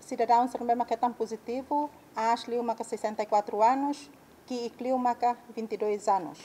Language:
Tetum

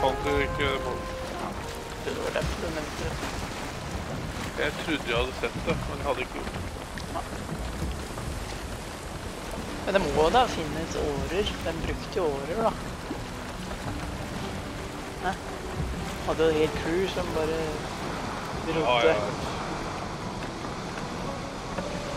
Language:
Norwegian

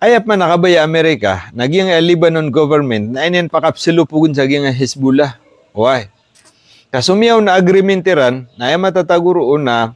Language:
Maranao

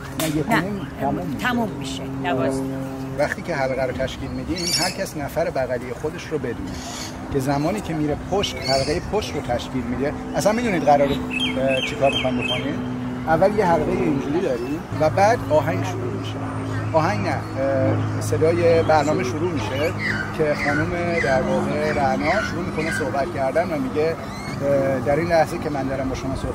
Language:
Persian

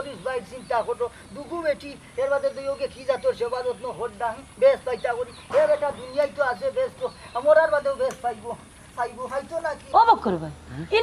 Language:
Sylheti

